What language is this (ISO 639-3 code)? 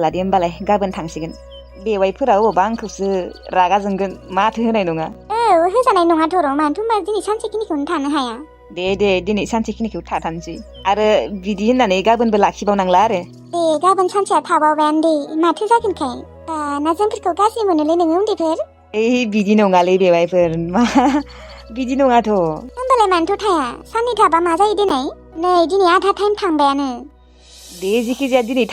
brx